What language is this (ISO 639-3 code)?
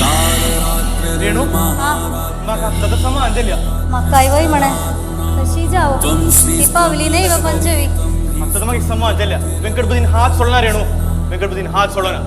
kok